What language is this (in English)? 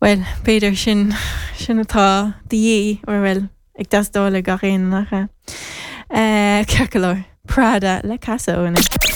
Irish